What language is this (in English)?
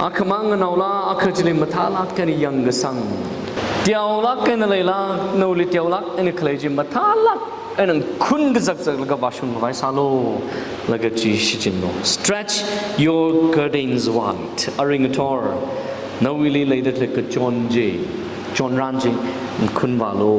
Tangkhul Naga (India)